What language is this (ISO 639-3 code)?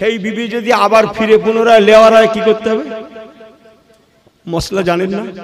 ben